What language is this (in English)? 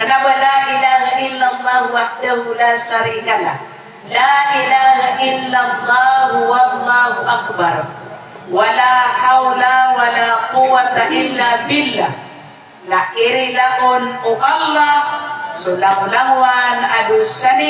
Maranao